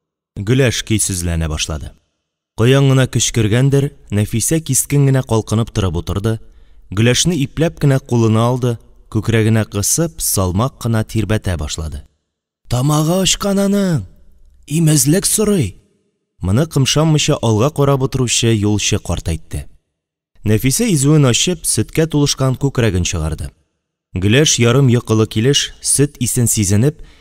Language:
Tatar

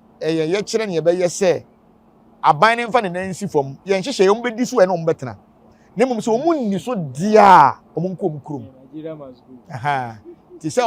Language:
Akan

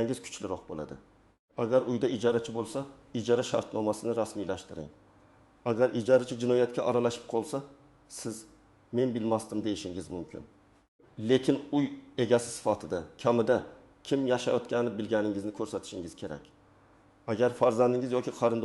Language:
Uzbek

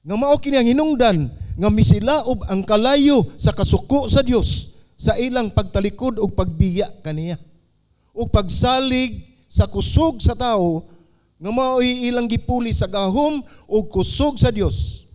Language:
Cebuano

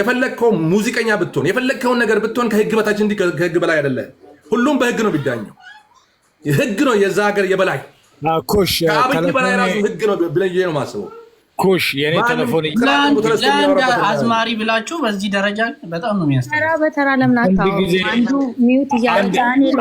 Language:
Amharic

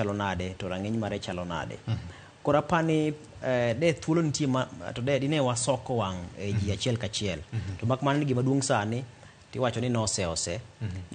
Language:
Luo (Kenya and Tanzania)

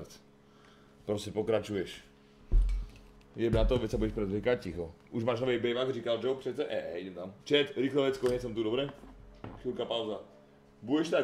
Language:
Slovak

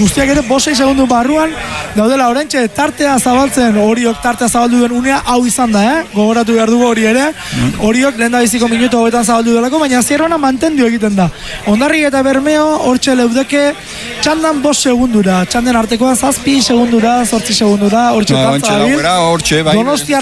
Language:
Basque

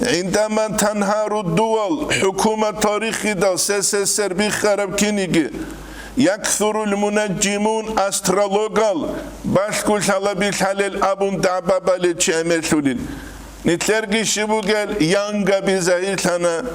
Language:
Avaric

